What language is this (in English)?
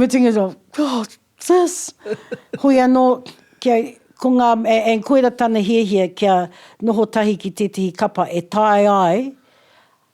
Māori